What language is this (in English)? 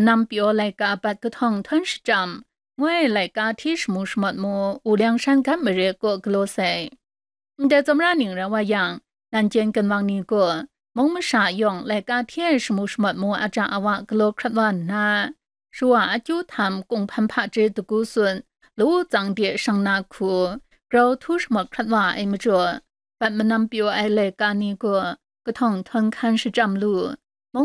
Kachin